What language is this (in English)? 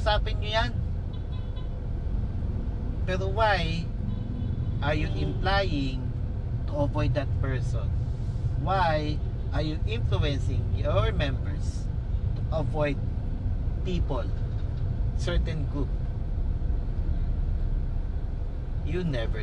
Filipino